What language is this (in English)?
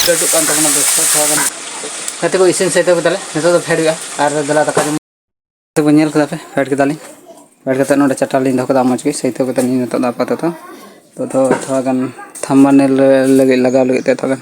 Santali